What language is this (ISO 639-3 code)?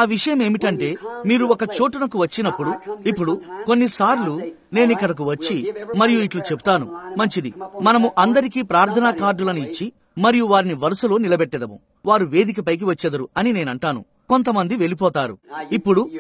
tel